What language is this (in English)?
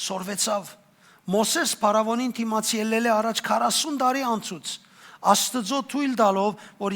Western Armenian